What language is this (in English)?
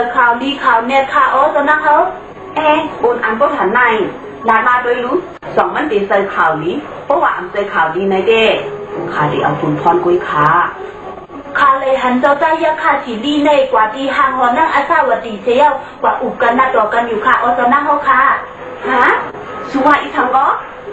Shan